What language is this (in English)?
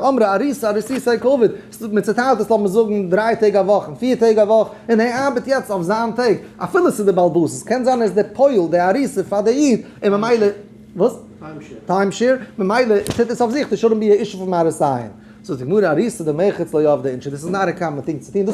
Yiddish